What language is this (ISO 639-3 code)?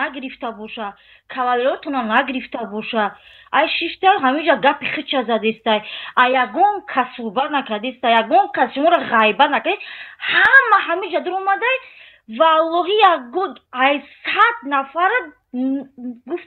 tgk